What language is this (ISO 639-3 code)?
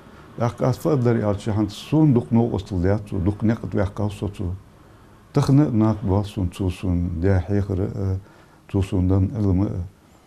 inh